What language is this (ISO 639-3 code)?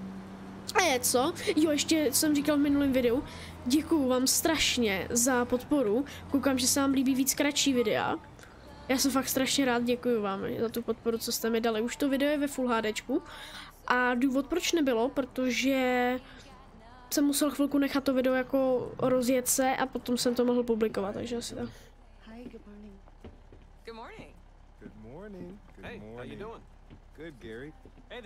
ces